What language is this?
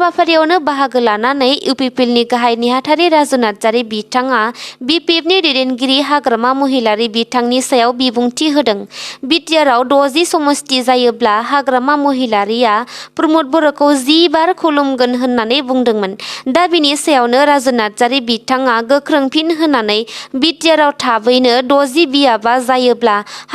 Bodo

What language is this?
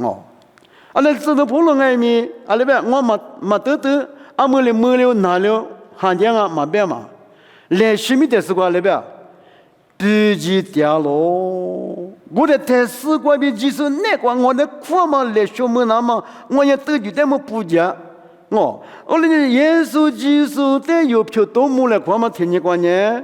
Lisu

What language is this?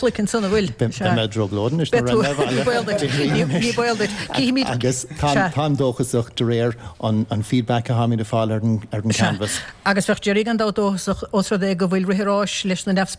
Irish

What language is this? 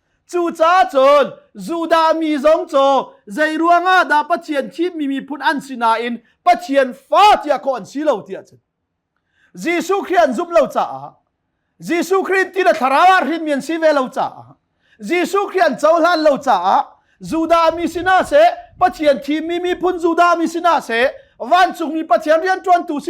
Hakha Chin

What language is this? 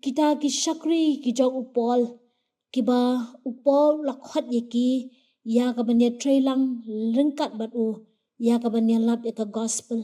Khasi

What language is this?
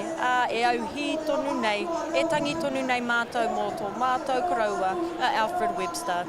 Māori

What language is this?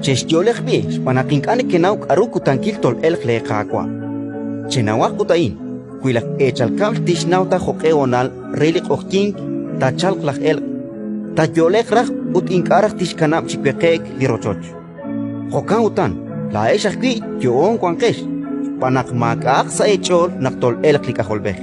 Kekchí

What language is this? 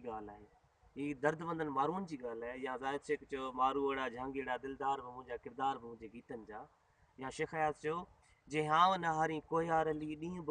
Sindhi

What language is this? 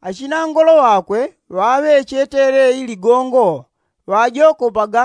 Yao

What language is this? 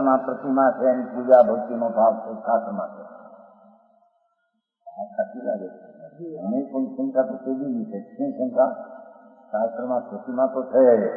Gujarati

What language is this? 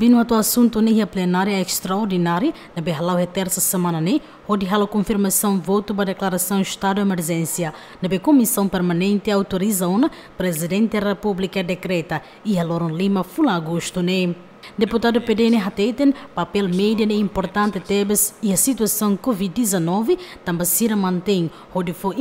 Tetum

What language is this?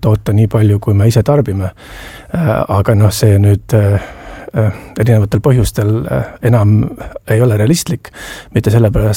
Estonian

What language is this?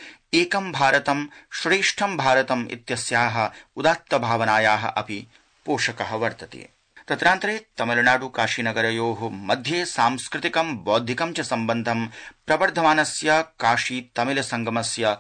Sanskrit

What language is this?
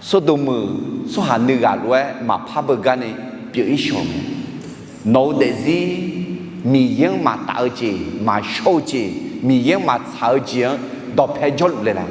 Akha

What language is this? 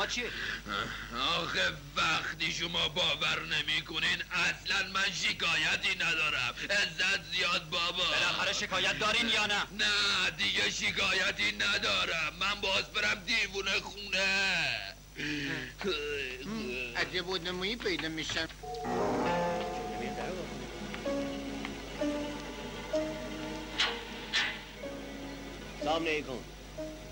Persian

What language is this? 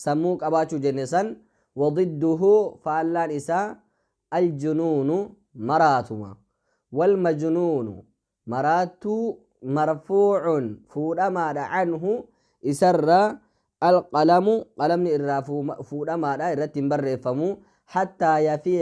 Oromo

